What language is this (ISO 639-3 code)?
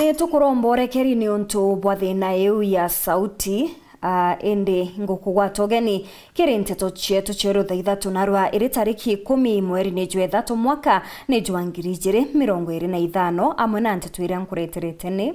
mer